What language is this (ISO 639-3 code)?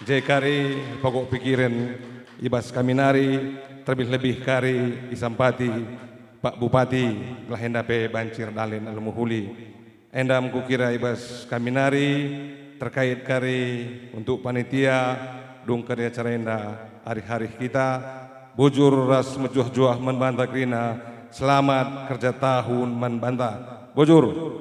btx